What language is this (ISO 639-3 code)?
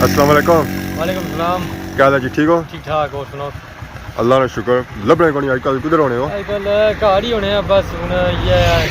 phr